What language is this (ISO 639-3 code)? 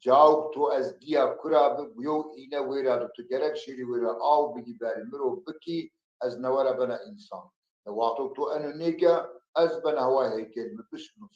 zza